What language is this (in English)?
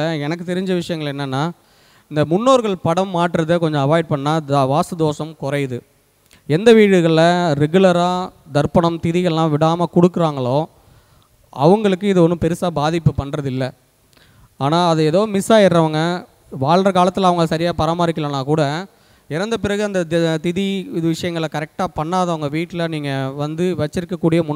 Tamil